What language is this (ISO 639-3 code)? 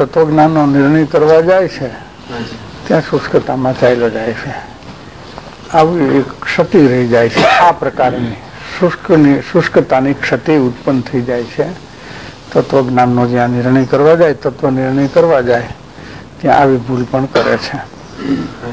guj